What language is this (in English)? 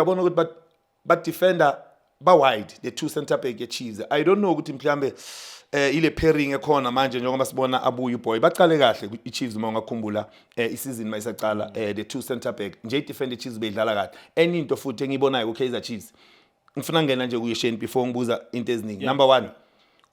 Zulu